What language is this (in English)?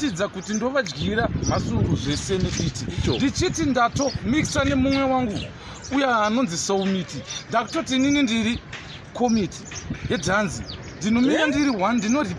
Shona